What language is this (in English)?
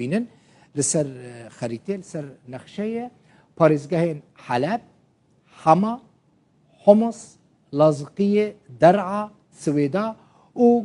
Kurdish